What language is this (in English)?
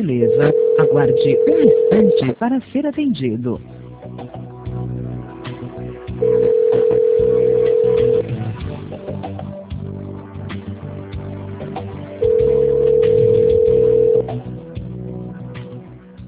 Portuguese